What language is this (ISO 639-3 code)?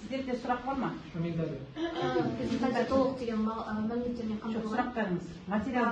kaz